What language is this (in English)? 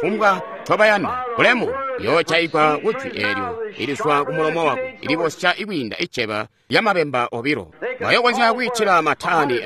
Tonga (Zambia)